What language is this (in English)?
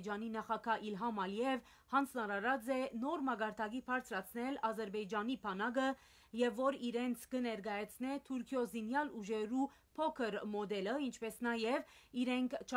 Western Armenian